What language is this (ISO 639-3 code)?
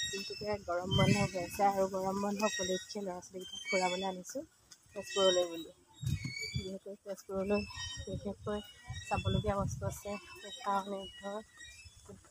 asm